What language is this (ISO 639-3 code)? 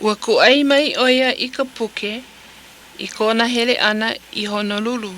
haw